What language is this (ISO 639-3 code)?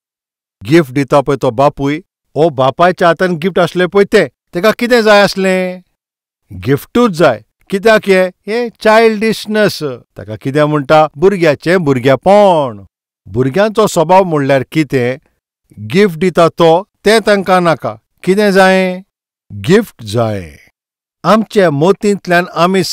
kok